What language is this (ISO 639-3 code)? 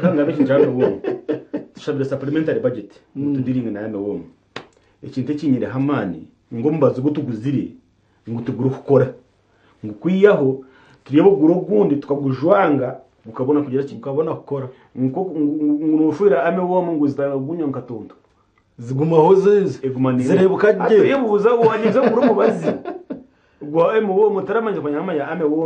nyn